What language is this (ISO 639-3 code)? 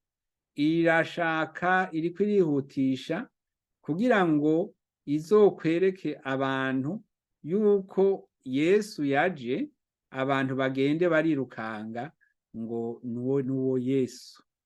run